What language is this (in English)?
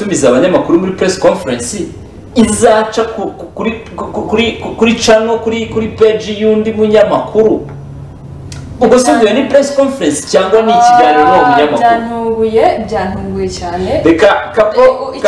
Kinyarwanda